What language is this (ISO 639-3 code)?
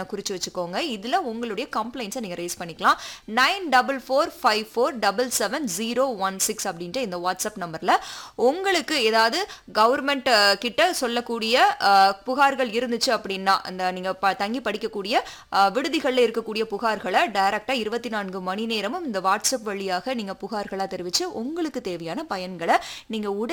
tam